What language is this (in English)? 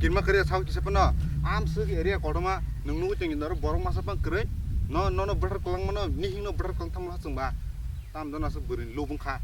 Kok Borok